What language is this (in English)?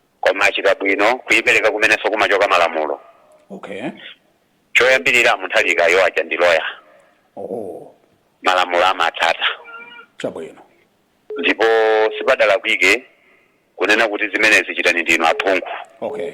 Nyanja